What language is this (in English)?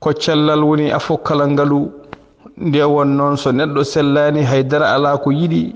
Fula